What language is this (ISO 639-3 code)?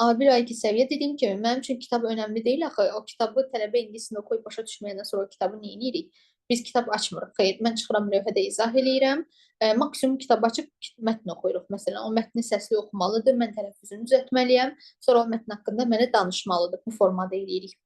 aze